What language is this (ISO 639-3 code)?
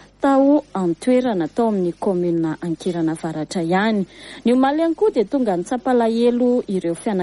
mlg